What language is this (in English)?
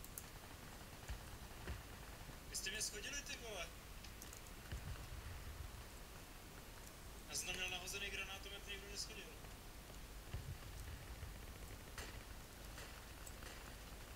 Czech